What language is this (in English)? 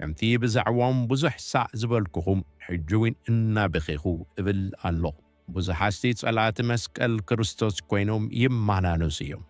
Tigrinya